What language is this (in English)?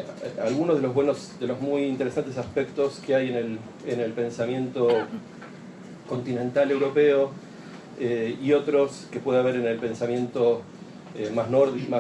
Spanish